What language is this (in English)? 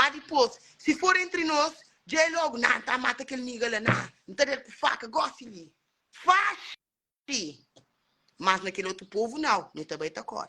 Kabuverdianu